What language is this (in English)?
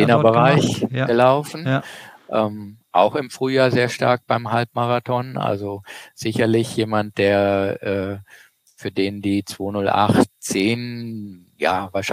German